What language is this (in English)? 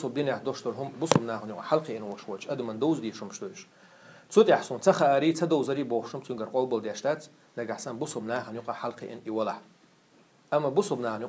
Chechen